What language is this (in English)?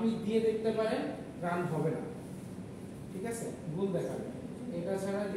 Bangla